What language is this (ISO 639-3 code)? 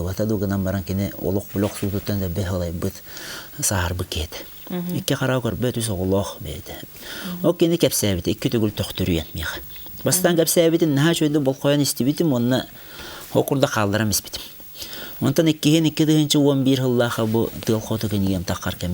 sah